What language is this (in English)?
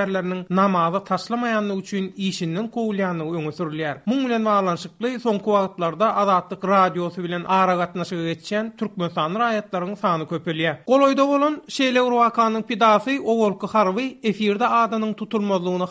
Turkmen